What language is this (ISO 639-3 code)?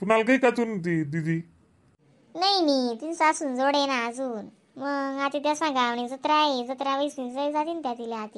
khn